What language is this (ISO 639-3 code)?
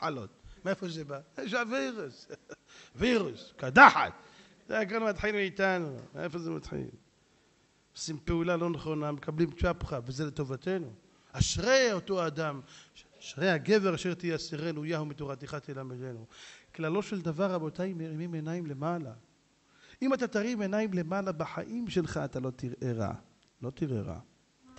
heb